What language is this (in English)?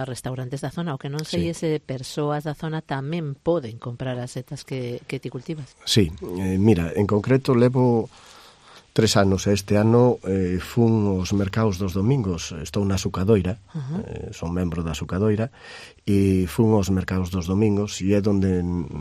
Galician